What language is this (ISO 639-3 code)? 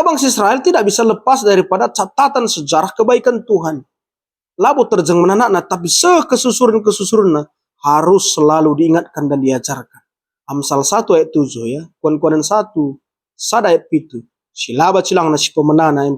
btx